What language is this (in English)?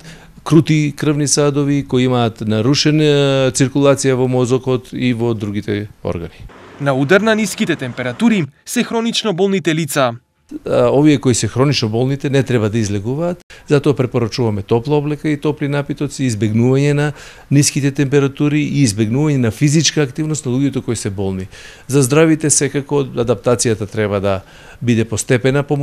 Macedonian